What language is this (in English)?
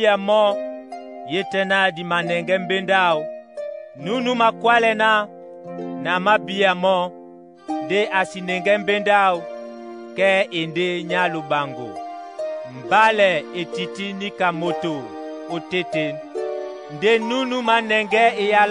Duala